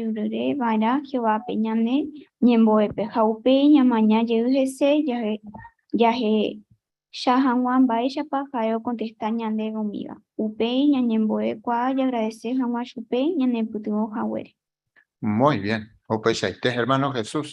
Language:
Guarani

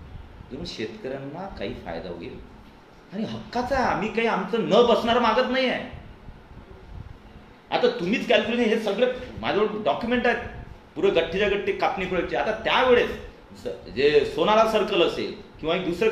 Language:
Marathi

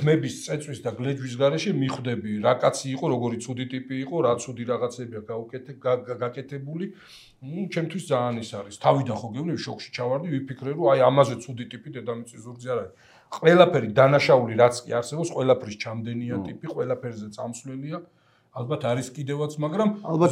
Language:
Georgian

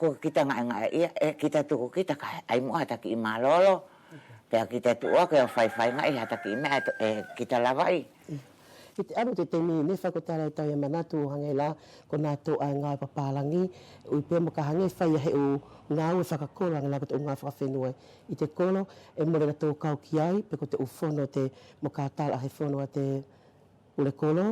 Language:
Wallisian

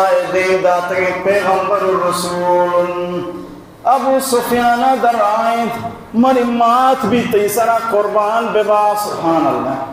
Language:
Baluchi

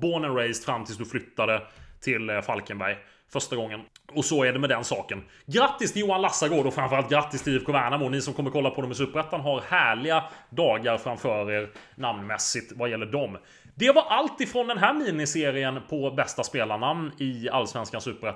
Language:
Swedish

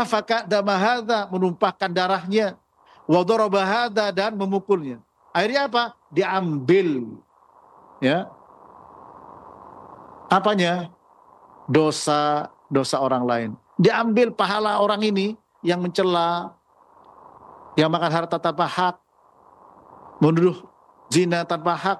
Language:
Indonesian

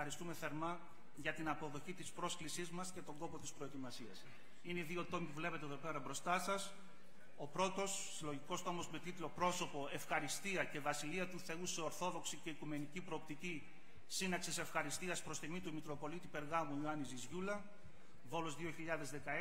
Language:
Greek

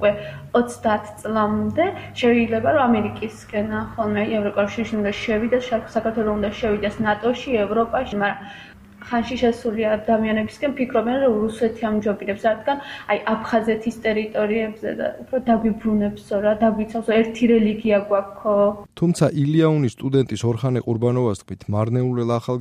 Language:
Georgian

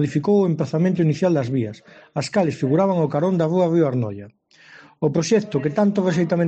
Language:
Galician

